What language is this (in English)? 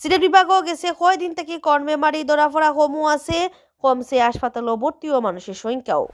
Sylheti